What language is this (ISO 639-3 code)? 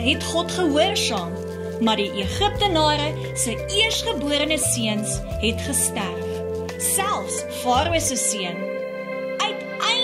afr